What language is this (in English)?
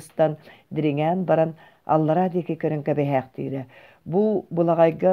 Yakut